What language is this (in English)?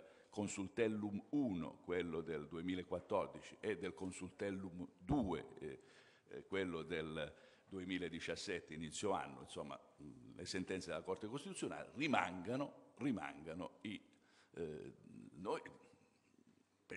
Italian